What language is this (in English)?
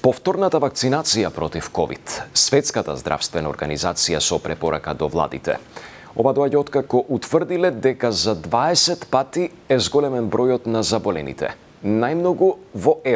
Macedonian